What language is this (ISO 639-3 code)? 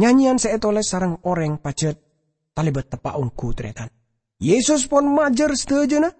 mad